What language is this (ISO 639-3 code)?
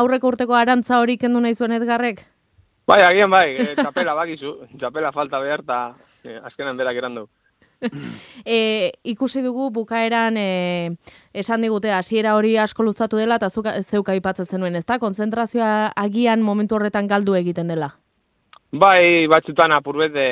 eus